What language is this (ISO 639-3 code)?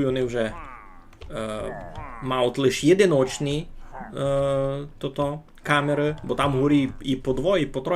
rue